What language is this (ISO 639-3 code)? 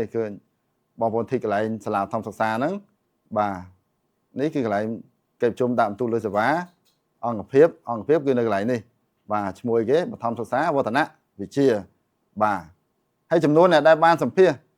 khm